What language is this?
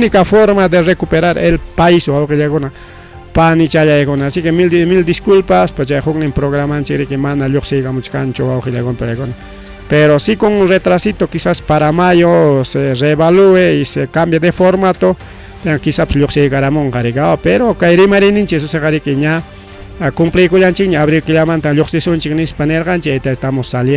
Ayacucho Quechua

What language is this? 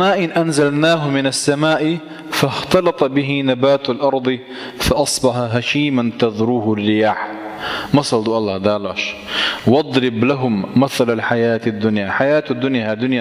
Chechen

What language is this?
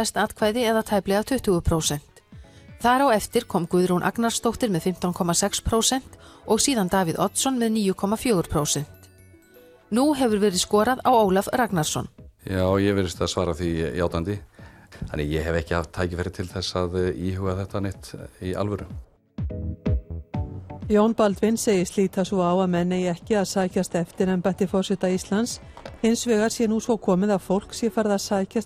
Icelandic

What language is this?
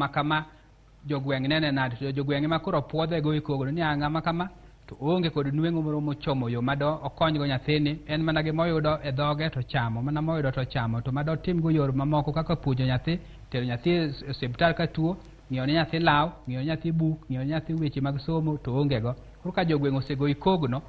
Luo (Kenya and Tanzania)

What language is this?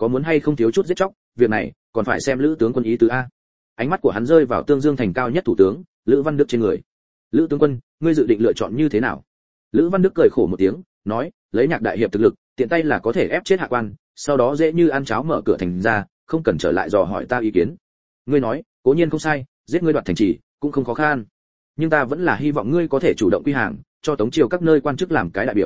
Vietnamese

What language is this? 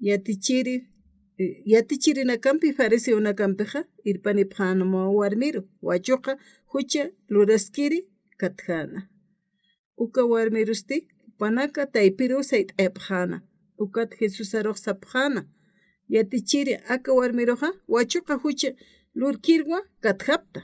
Aymara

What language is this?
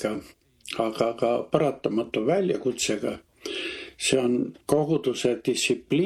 Estonian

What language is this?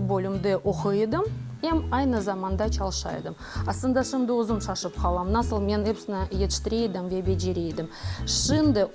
Crimean Tatar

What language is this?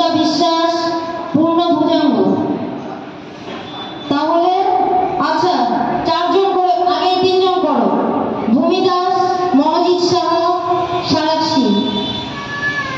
Bangla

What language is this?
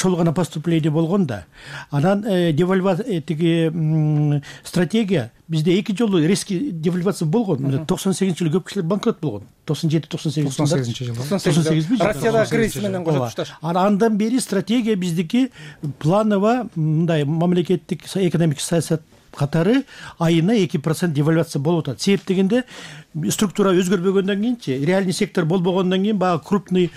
Kyrgyz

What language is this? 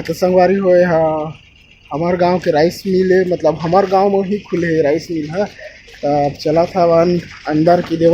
Chhattisgarhi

